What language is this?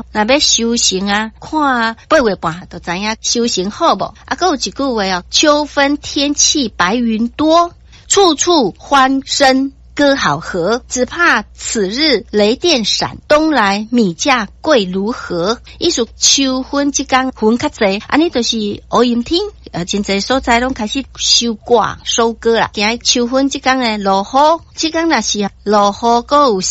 Min Nan Chinese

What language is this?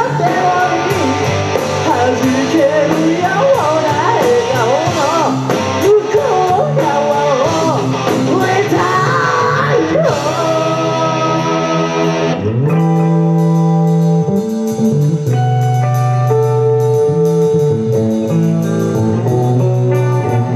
Japanese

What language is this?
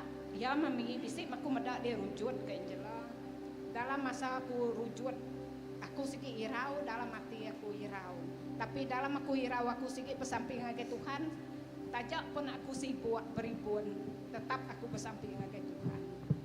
Iban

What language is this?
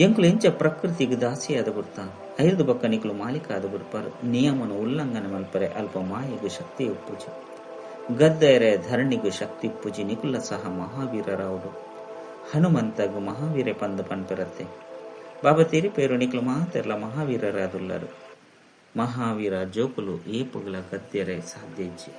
Tulu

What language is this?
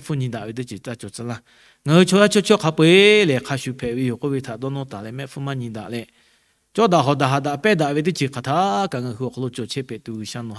Lahu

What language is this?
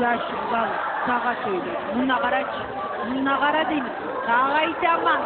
Kumyk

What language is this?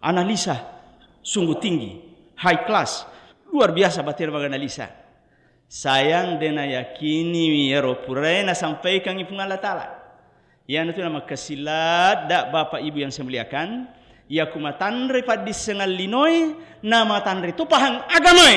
Buginese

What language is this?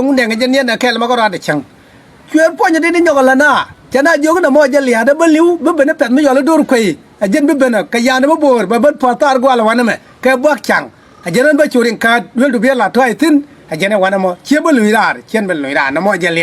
Nuer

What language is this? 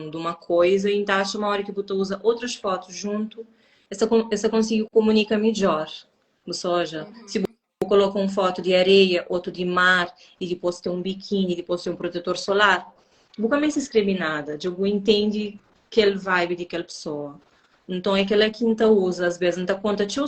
Kabuverdianu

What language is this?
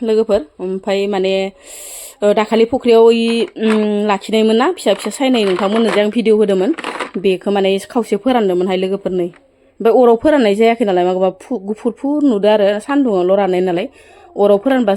Bodo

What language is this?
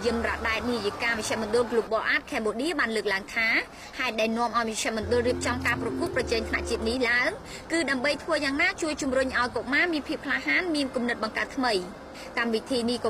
Khmer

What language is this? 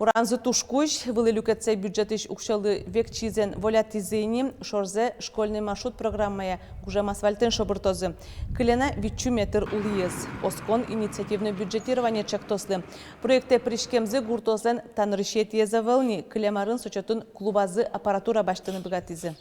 Udmurt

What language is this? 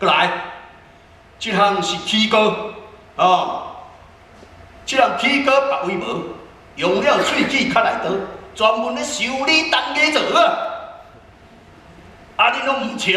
Min Nan Chinese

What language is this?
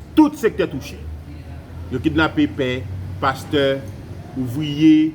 Haitian Creole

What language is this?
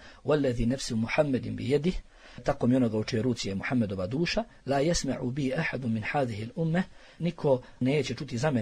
Bosnian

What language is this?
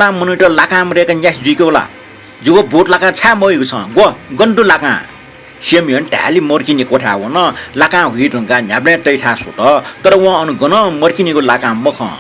Newari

